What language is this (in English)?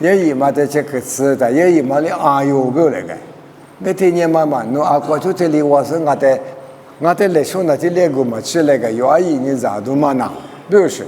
Lisu